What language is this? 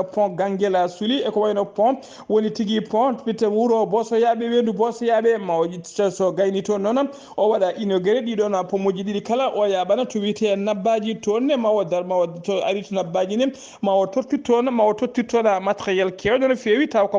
Fula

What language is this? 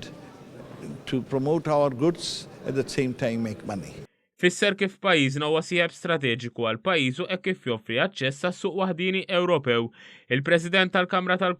Maltese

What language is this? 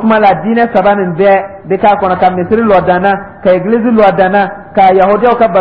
Dyula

